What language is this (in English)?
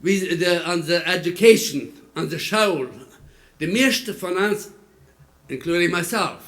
Plautdietsch